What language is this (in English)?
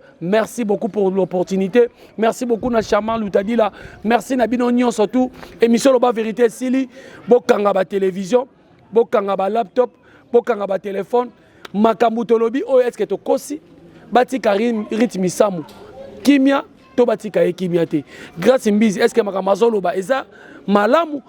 Lingala